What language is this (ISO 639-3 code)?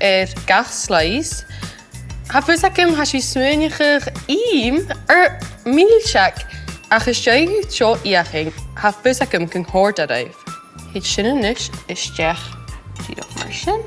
gla